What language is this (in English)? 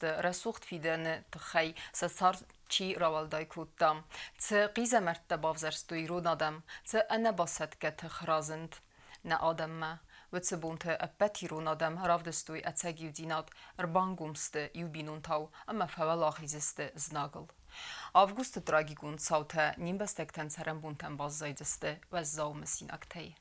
Ossetic